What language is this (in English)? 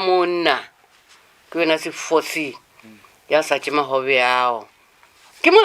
Lozi